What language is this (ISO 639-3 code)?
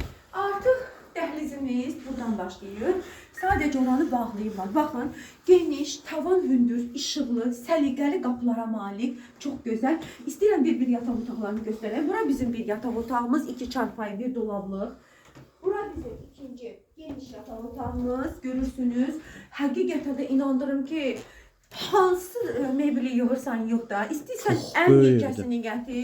aze